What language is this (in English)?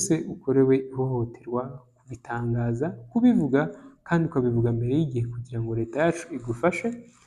Kinyarwanda